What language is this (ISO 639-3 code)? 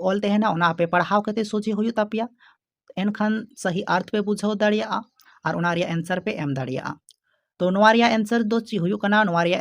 sat